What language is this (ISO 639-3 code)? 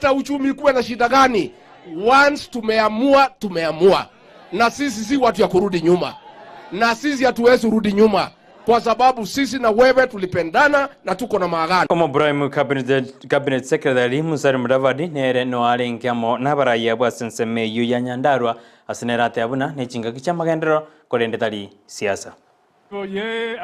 guz